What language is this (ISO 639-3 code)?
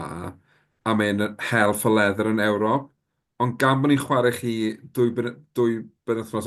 cym